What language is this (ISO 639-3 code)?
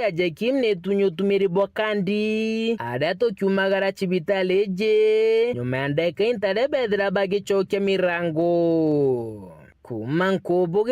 mer